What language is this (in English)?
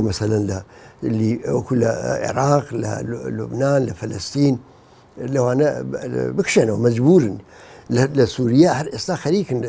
Central Kurdish